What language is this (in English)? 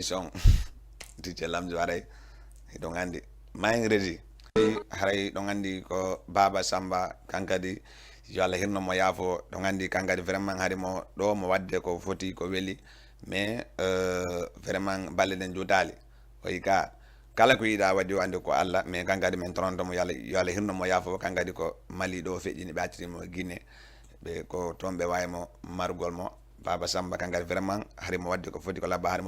Fula